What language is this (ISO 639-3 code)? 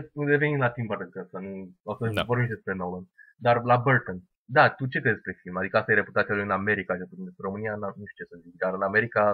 ron